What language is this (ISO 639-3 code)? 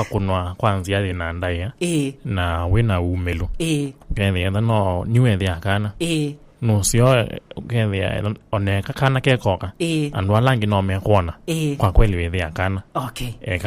kam